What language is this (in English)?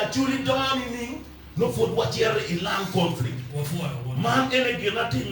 Acoli